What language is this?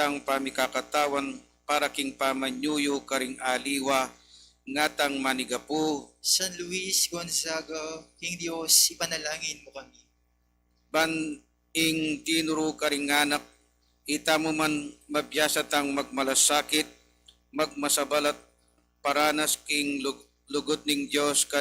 Pampanga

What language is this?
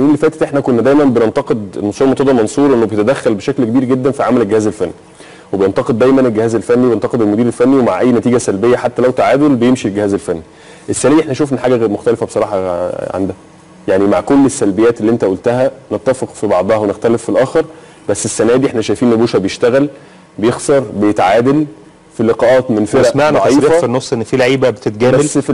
Egyptian Arabic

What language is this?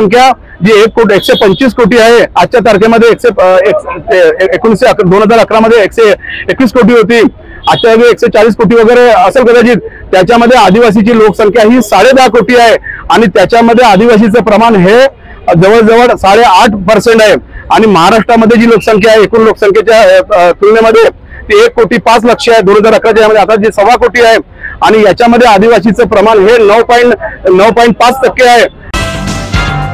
Marathi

